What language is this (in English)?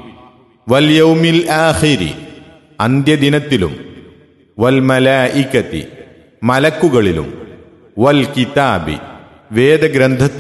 Malayalam